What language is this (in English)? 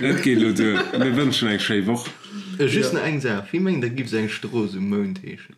Luxembourgish